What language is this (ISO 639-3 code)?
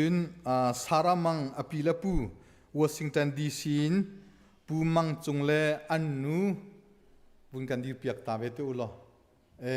cnh